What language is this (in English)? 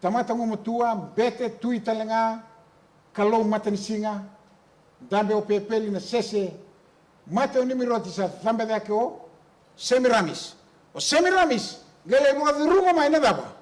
Fijian